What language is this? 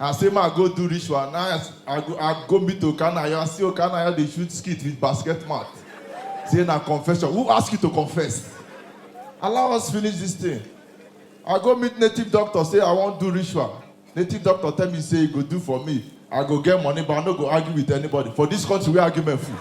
Nigerian Pidgin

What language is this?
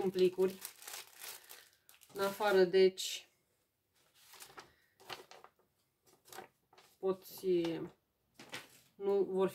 Romanian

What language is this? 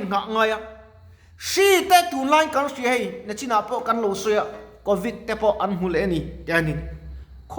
Mizo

